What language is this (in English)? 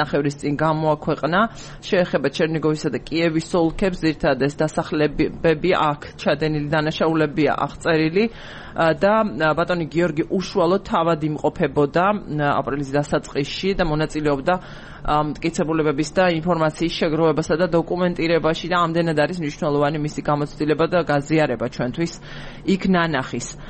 Georgian